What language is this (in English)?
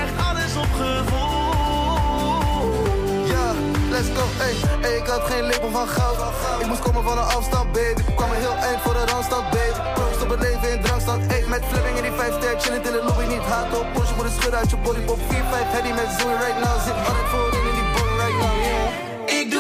Dutch